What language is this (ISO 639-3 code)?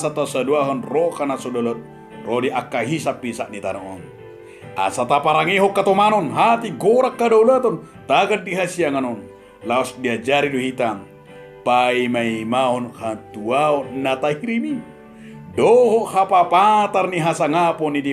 bbc